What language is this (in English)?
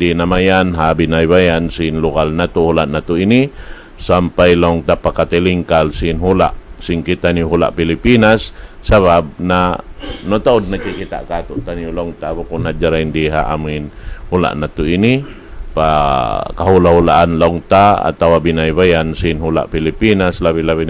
Tausug